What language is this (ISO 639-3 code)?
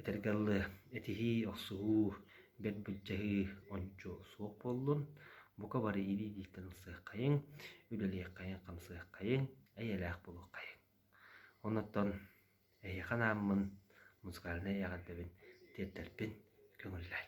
sah